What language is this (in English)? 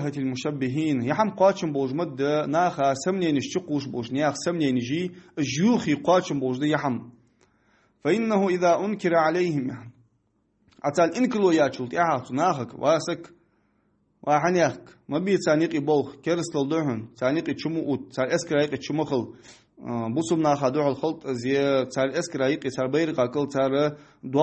Ingush